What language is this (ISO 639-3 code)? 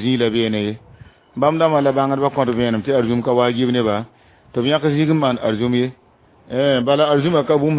mos